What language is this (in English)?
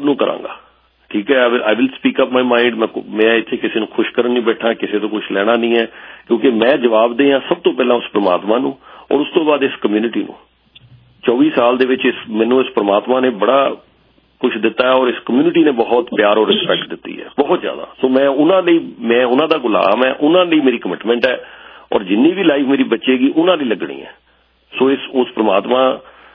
Punjabi